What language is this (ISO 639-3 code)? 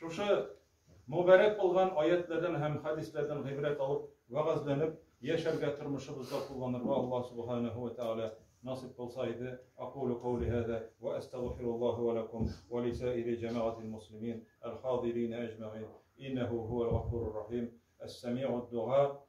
tat